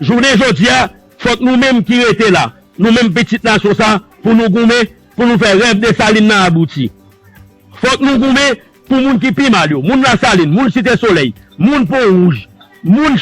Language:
Haitian Creole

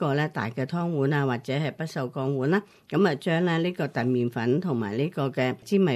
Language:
Cantonese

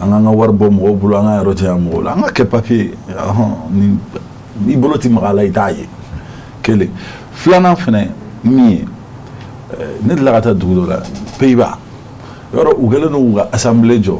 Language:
Bambara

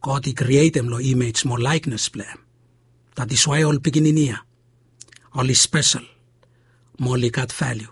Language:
Bislama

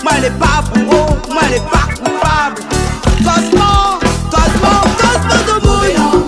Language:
Réunion Creole French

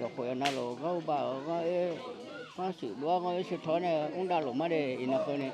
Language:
Akha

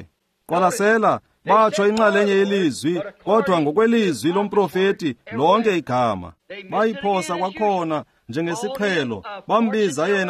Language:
Xhosa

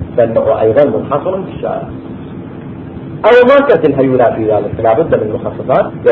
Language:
Arabic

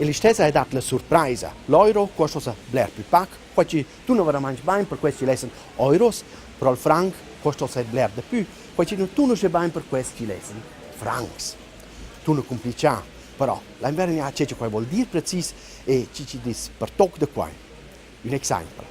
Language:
Romansh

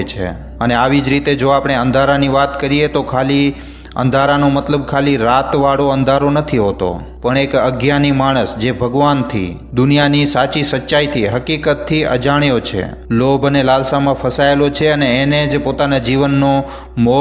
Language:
Gujarati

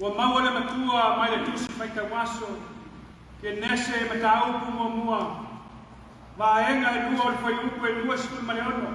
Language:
Samoan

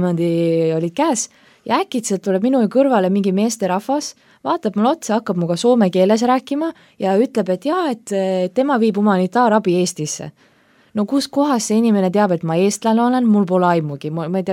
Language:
Estonian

